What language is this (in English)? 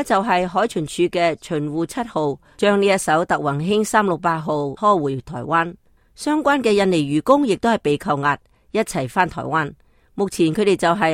Cantonese